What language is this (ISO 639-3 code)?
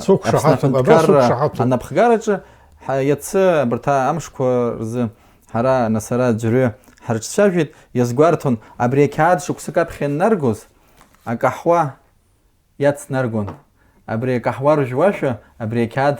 abk